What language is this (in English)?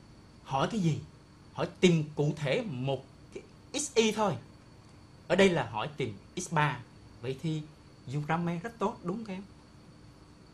Vietnamese